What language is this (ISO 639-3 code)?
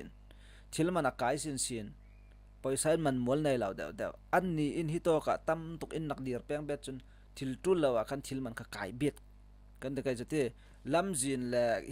cfm